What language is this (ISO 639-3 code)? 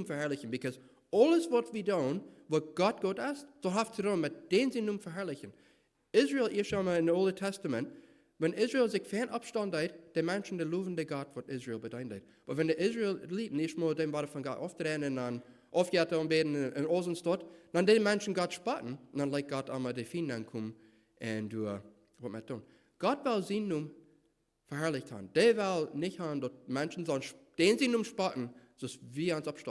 pdt